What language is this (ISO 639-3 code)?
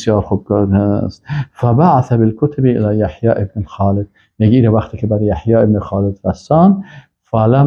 fas